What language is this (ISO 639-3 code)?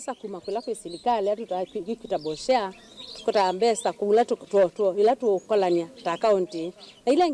kam